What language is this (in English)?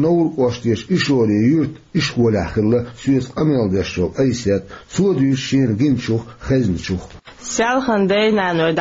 Chechen